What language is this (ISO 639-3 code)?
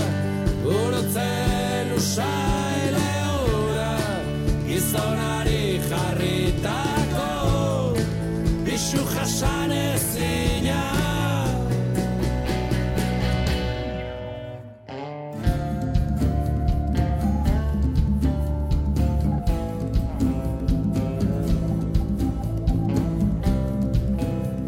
eus